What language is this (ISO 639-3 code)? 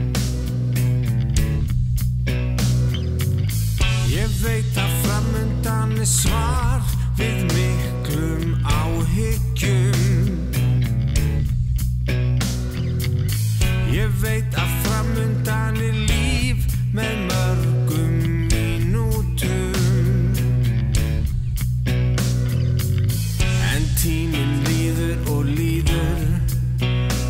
isl